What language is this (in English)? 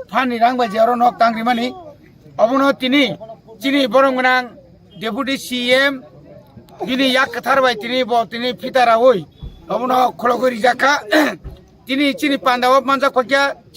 Kok Borok